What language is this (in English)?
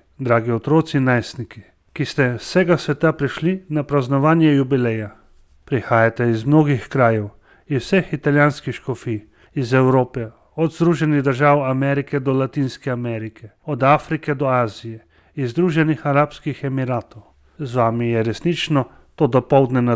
Slovenian